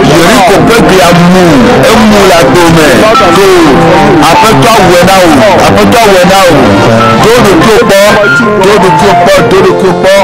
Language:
Ewe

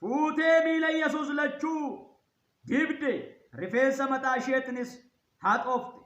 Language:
Oromo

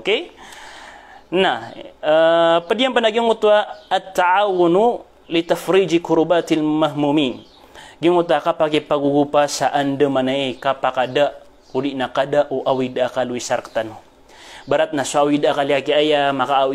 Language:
Maranao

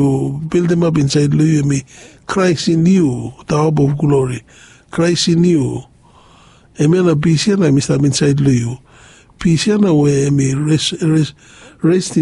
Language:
Bislama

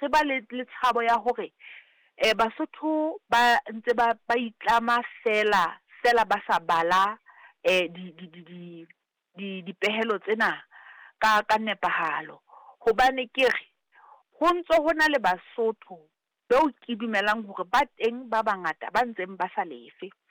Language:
Southern Sotho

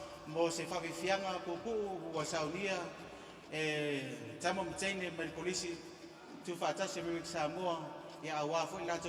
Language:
Samoan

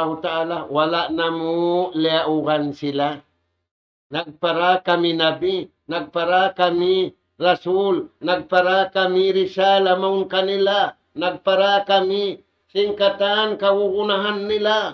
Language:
Tausug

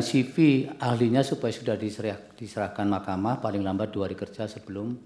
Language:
Indonesian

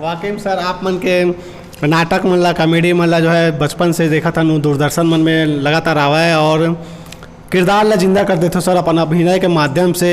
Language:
Chhattisgarhi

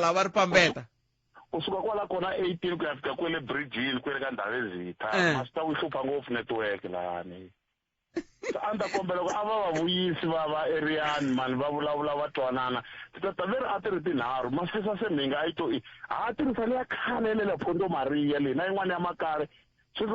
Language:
Tsonga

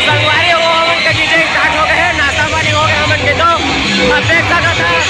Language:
Chhattisgarhi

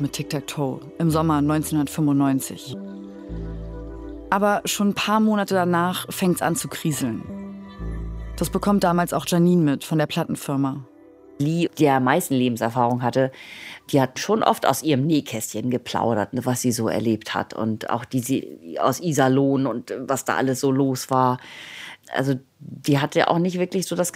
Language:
German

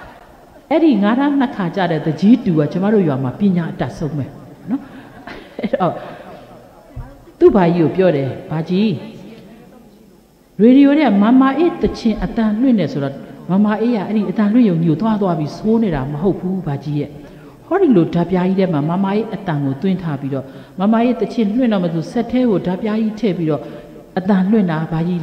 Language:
Burmese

